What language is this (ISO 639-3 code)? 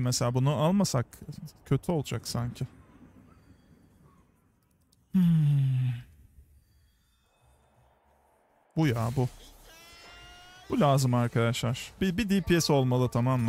tur